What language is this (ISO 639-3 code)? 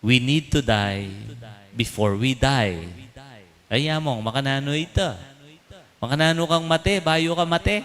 pam